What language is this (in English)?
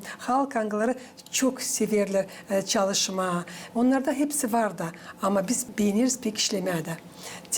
Gagauz